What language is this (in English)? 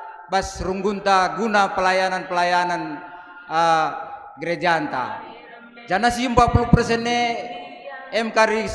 Batak Karo